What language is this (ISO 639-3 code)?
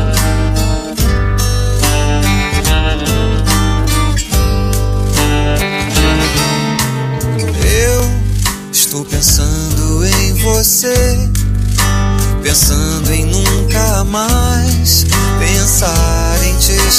por